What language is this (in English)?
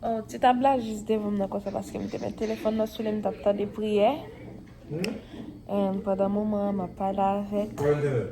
Haitian Creole